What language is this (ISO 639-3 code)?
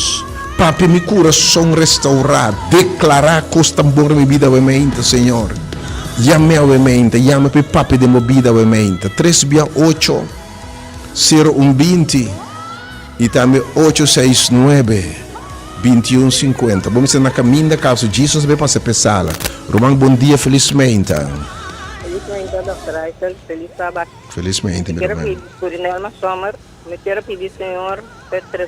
pap